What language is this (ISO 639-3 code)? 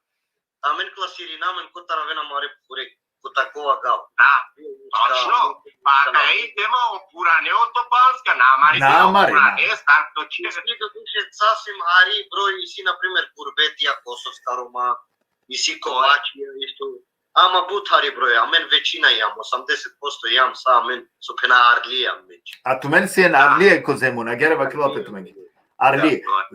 rmn